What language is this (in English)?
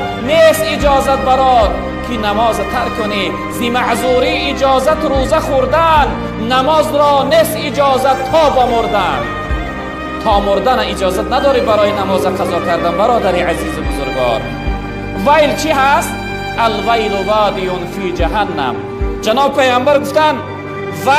Tajik